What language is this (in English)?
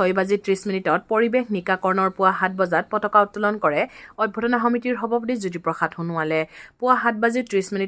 Assamese